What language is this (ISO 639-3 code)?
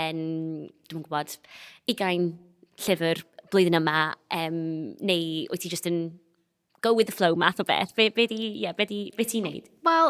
cym